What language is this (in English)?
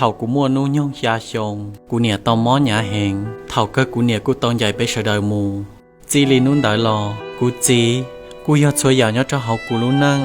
Hmong